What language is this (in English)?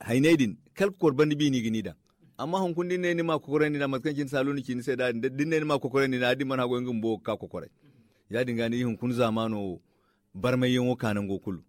Zarma